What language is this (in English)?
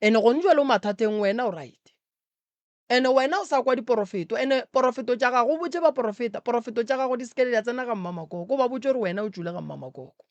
Northern Sotho